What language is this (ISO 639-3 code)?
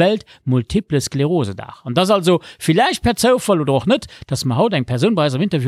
ltz